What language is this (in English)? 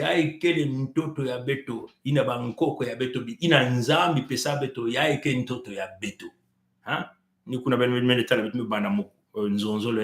Kituba (Congo)